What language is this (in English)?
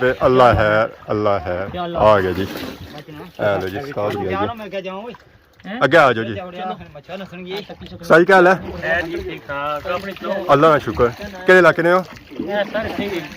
Pahari-Potwari